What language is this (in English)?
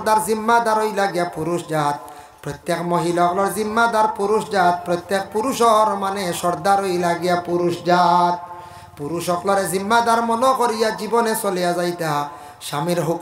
Sylheti